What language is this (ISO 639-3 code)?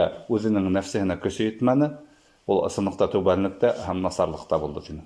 bak